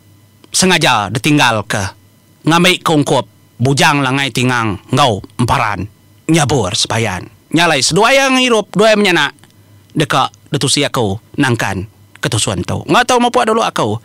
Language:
Iban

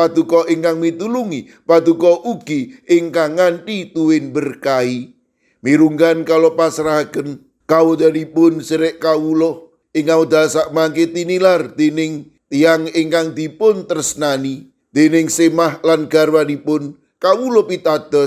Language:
Javanese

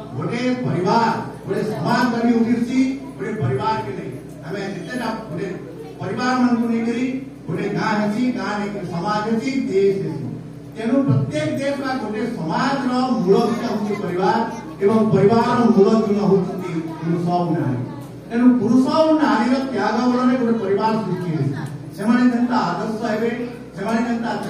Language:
Odia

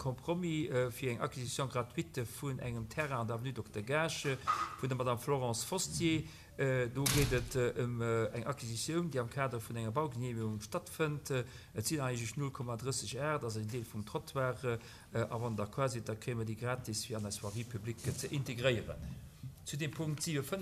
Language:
Luxembourgish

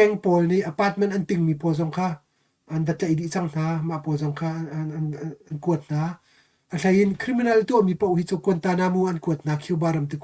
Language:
Hakha Chin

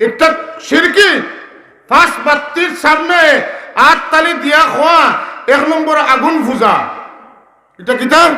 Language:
Sylheti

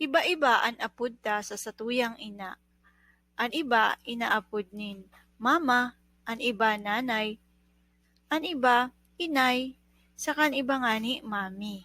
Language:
Bikol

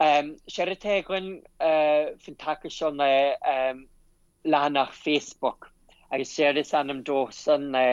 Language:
Irish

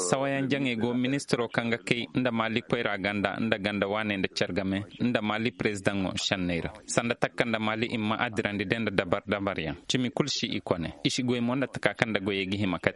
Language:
Koyraboro Senni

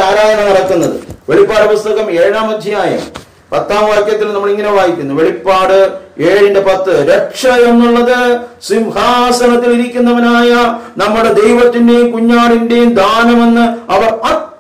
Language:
Malayalam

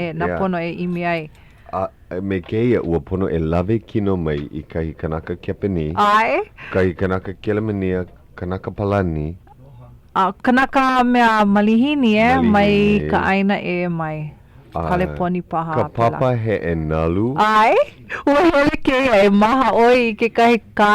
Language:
Hawaiian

